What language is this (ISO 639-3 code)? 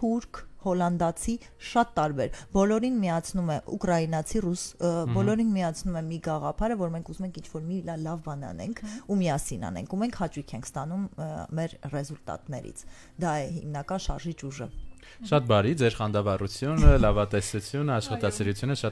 hye